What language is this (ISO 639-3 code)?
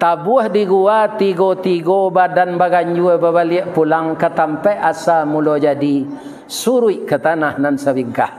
min